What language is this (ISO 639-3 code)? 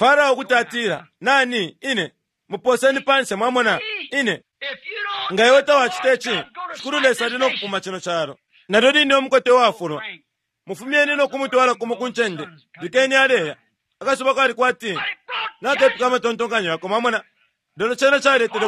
bem